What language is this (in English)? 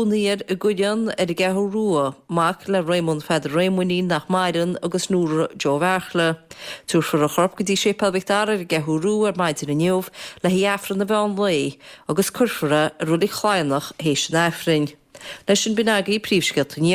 Irish